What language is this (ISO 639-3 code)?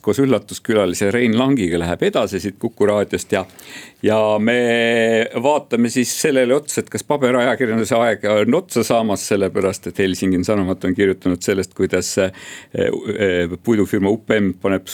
est